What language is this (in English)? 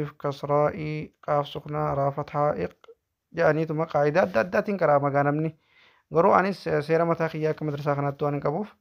Oromo